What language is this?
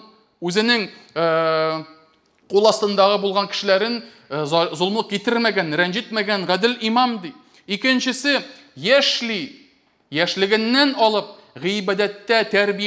Tatar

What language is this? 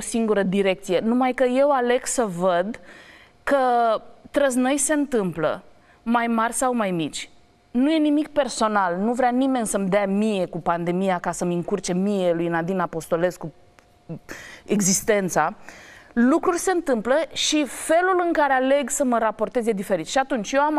Romanian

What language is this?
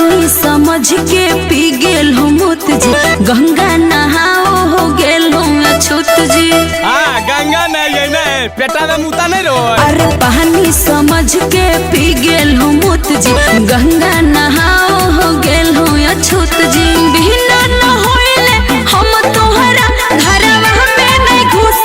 Magahi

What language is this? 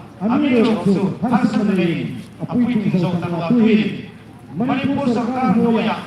Hmar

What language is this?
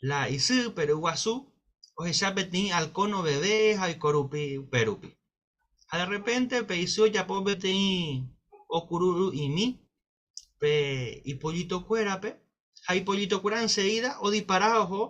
Guarani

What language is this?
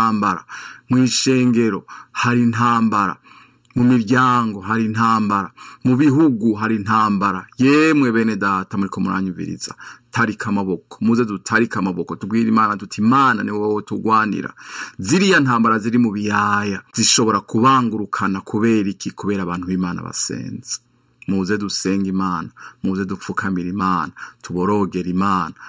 Rundi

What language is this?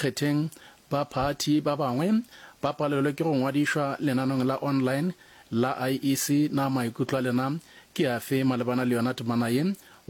Northern Sotho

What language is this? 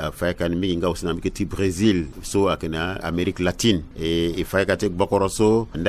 Sango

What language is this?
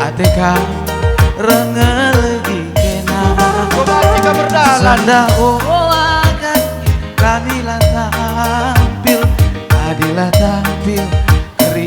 Batak Karo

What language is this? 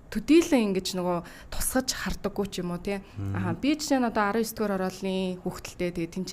Mongolian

